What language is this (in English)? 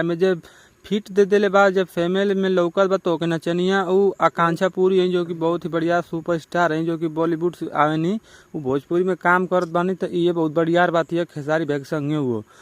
Bhojpuri